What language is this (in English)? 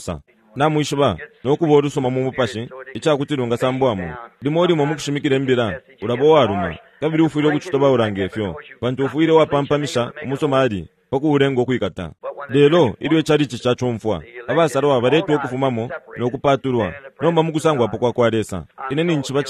Bemba